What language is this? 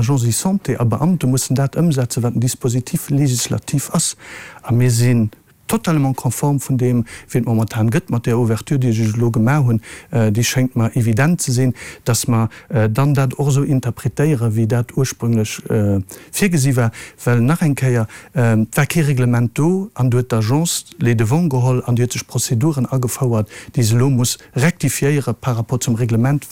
Luxembourgish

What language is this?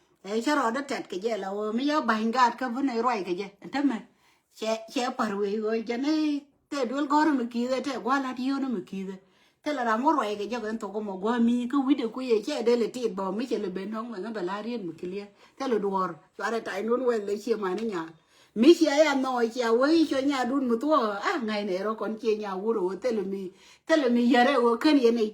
Nuer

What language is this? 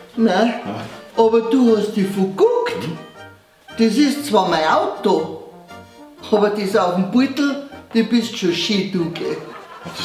Bavarian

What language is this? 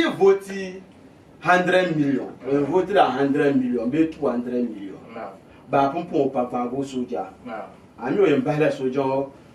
Dagbani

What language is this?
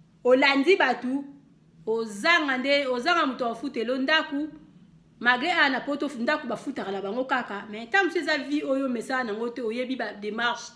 Lingala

